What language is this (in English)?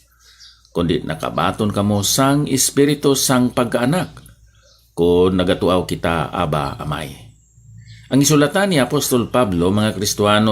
Hiligaynon